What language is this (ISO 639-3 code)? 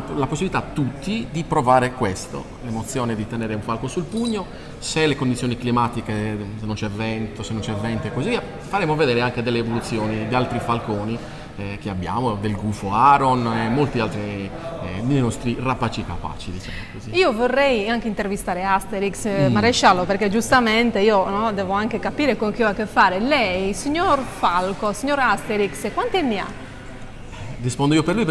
ita